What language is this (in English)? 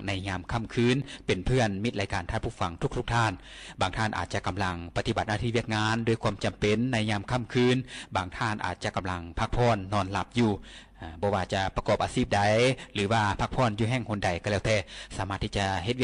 Lao